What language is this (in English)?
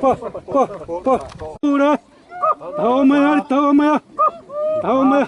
Xavánte